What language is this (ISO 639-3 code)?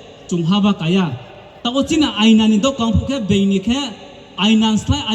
ria